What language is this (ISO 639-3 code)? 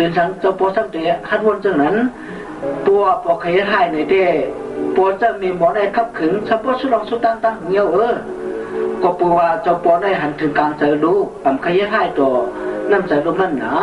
shn